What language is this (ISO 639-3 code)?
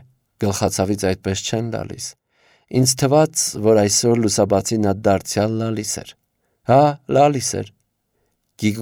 hye